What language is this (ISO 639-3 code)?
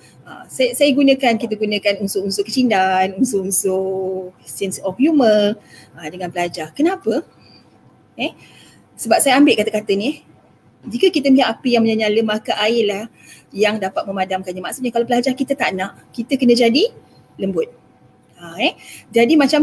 msa